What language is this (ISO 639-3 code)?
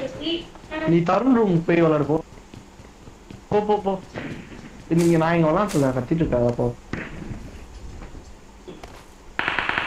tam